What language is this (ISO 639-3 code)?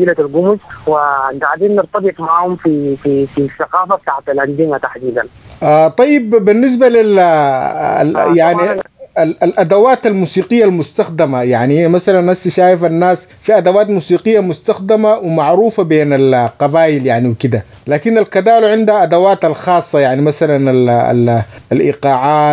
apd